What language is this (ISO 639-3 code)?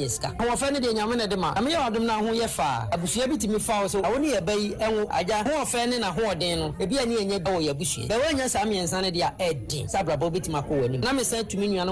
aka